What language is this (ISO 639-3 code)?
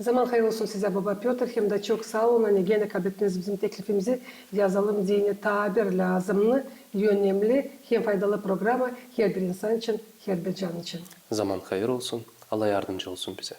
gag